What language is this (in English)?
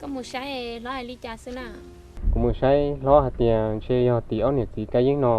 Hmong